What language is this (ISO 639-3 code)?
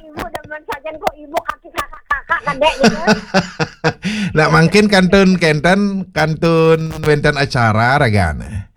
ban